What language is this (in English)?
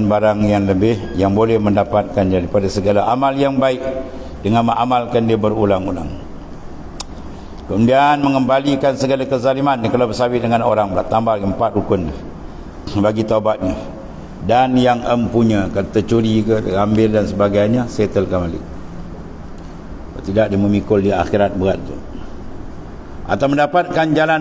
Malay